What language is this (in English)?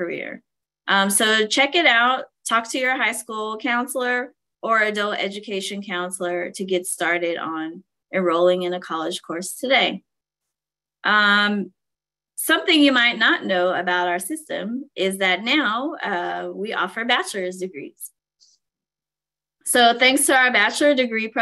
English